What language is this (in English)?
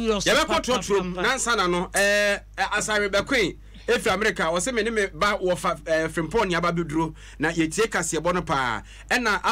Akan